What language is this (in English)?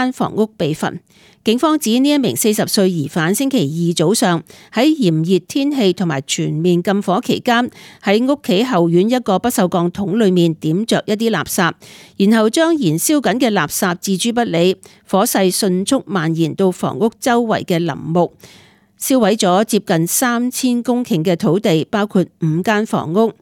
Cantonese